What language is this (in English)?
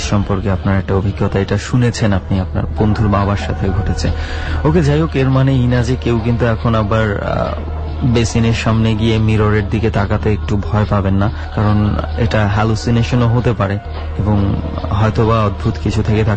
Bangla